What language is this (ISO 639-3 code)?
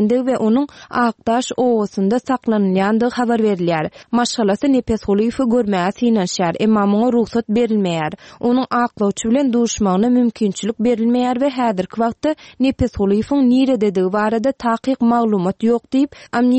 tuk